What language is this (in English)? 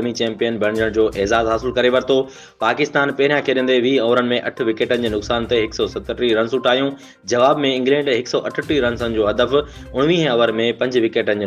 Sindhi